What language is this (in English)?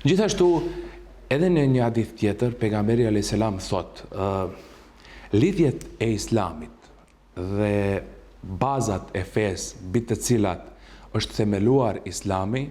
Albanian